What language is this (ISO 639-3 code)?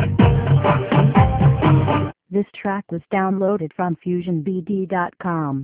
ben